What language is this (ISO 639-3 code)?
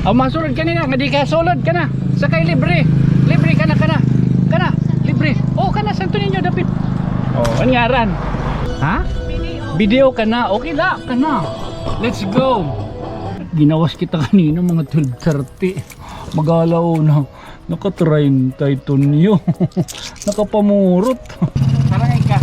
war